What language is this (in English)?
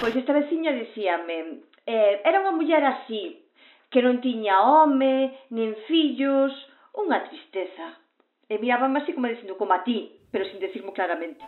Galician